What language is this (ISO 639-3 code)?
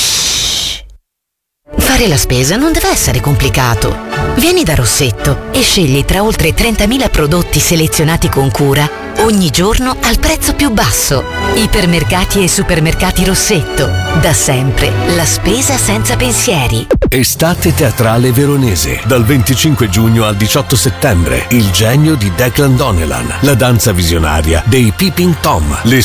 ita